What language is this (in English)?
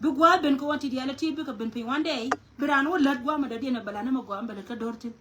Nuer